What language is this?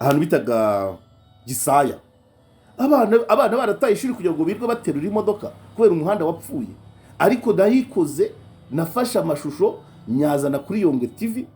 Kinyarwanda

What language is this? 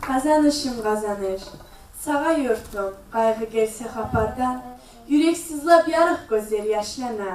Kumyk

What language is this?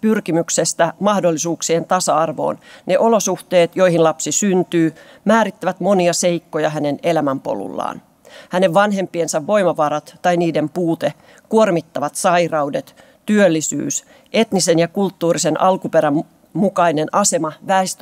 Finnish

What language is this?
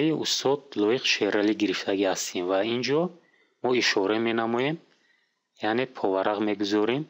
Tajik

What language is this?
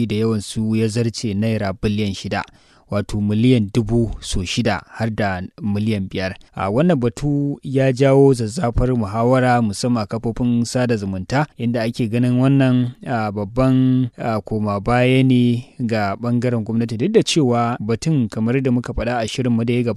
Hausa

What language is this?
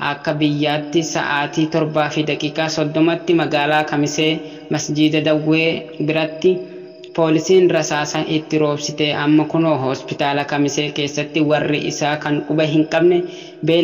Oromo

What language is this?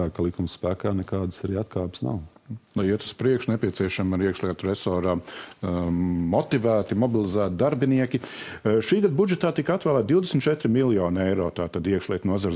Latvian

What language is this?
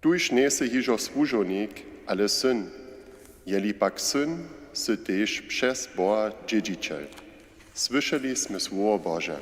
Upper Sorbian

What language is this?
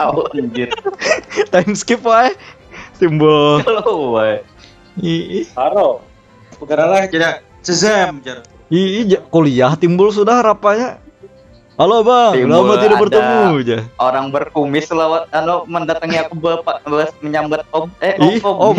Banjar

